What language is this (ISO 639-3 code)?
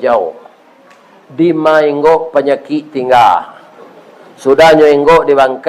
min